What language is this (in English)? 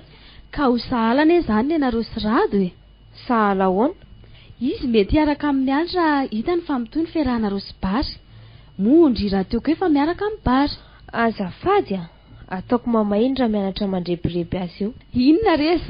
Malagasy